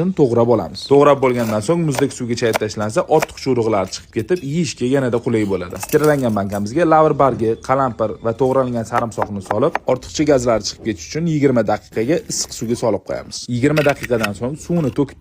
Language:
Uzbek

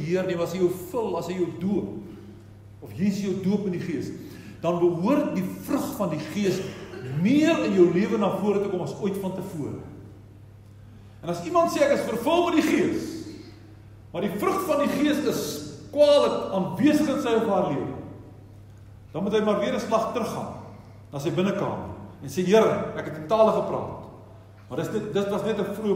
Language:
Afrikaans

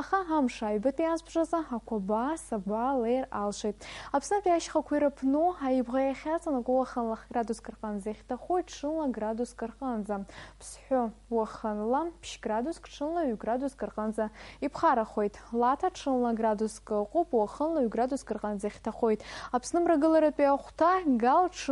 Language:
Abkhazian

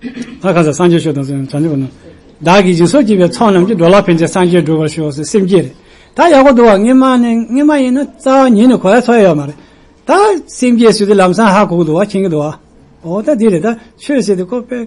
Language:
Tibetan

